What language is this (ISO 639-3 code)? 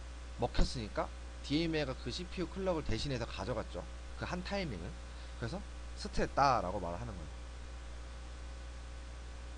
kor